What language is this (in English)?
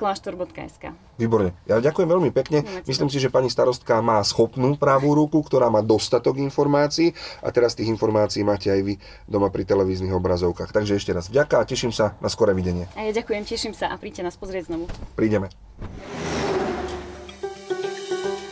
Slovak